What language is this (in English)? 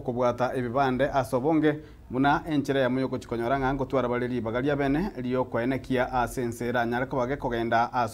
Gusii